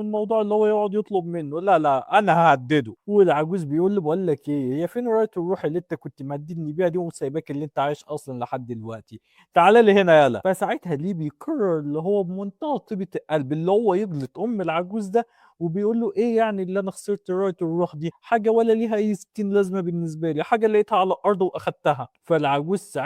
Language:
Egyptian Arabic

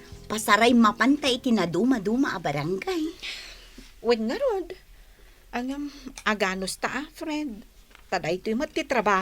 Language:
Iloko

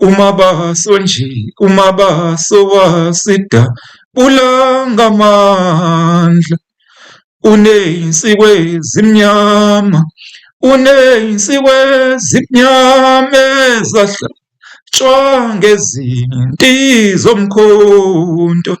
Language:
Zulu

